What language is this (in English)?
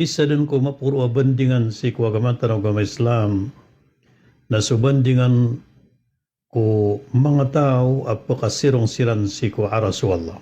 Maranao